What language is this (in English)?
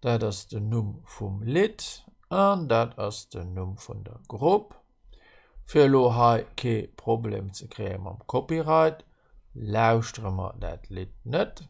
Luxembourgish